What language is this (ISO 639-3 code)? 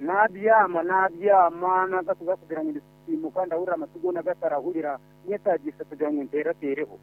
nyn